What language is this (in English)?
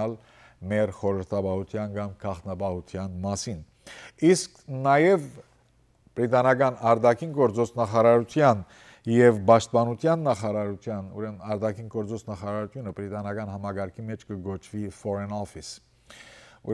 Western Armenian